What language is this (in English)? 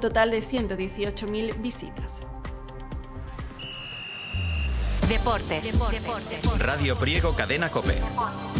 Spanish